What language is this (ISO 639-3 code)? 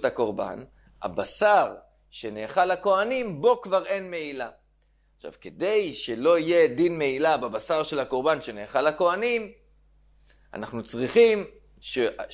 heb